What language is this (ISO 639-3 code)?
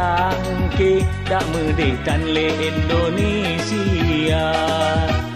ace